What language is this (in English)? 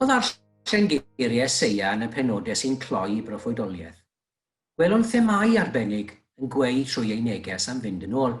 Welsh